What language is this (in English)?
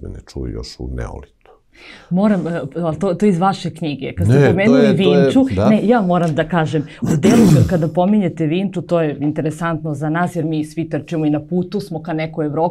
Serbian